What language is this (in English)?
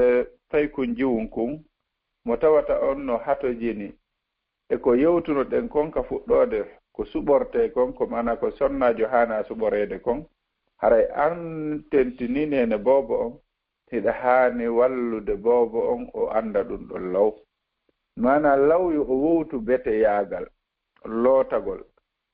Fula